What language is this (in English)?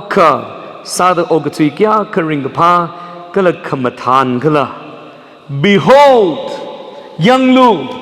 Tangkhul Naga (India)